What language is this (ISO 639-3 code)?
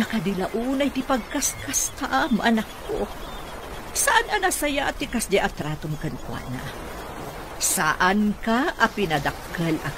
ilo